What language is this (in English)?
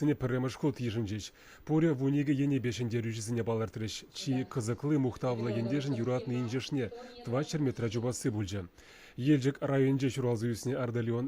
Chuvash